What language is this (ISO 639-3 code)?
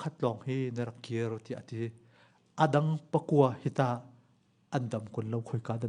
cnh